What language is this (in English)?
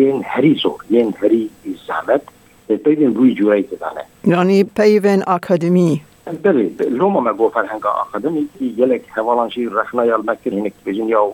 Kurdish